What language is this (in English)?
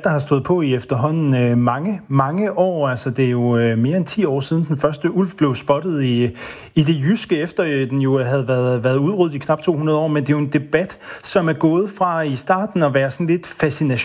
Danish